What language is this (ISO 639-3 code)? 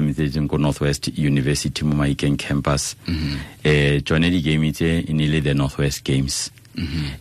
tsn